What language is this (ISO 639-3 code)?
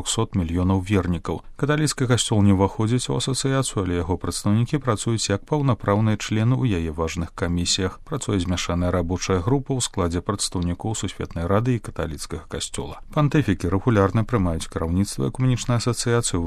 bel